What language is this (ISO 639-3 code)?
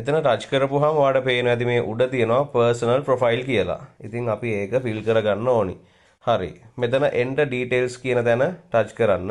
sin